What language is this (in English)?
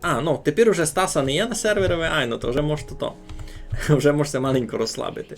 Rusyn